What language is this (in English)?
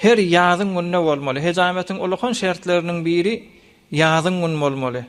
Turkmen